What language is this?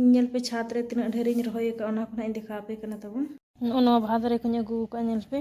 Santali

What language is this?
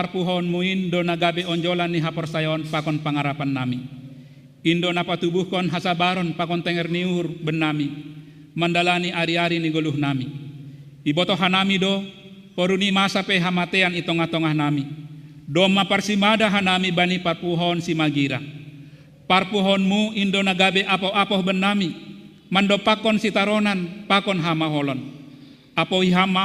Batak Simalungun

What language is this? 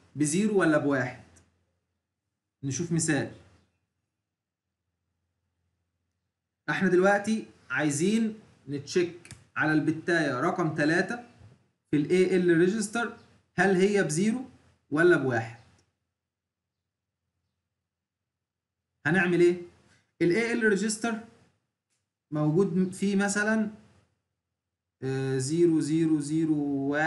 Egyptian Arabic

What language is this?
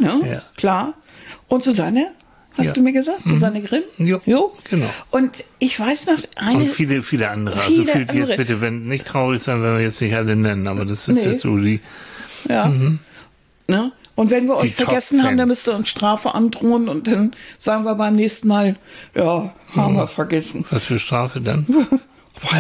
German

